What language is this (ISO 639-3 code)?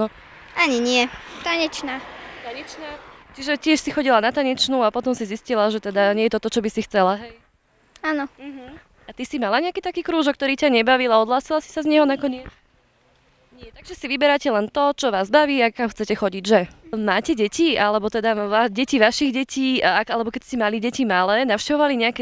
slk